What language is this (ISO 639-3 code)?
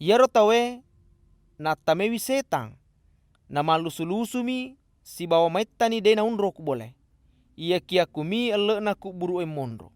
bug